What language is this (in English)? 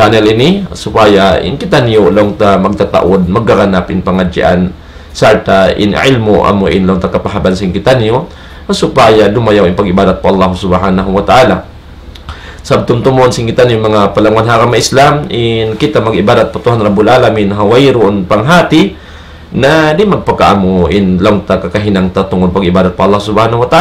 Tausug